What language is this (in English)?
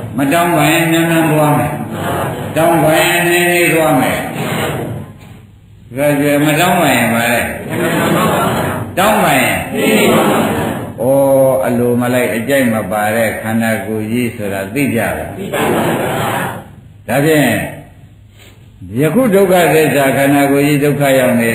Burmese